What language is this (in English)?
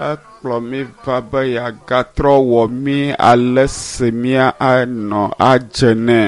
Ewe